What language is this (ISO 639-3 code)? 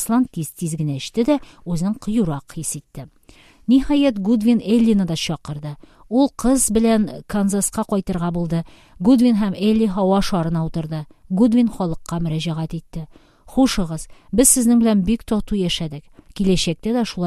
tat